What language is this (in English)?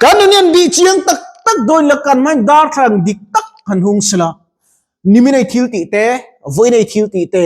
Mizo